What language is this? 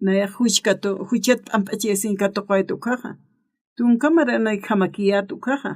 Aymara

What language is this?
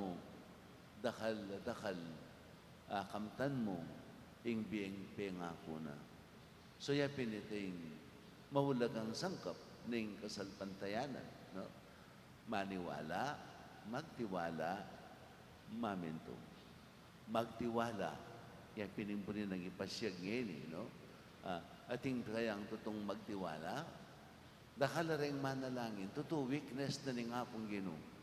Pampanga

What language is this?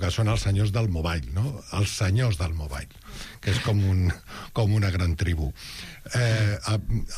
Catalan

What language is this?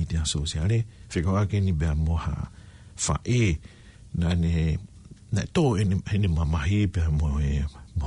Tongan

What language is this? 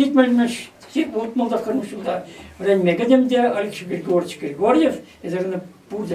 Chuvash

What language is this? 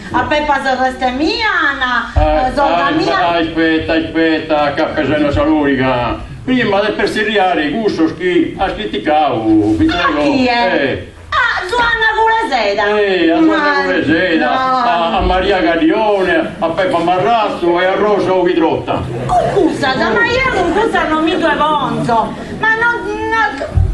Sardinian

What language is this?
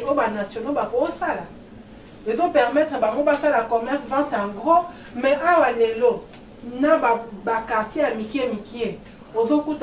Lingala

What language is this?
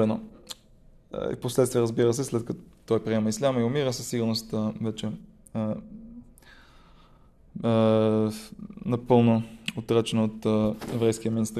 Bulgarian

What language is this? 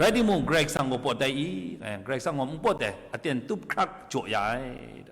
Kachin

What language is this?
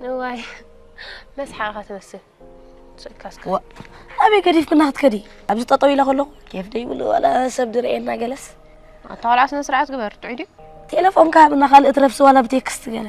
Tigrinya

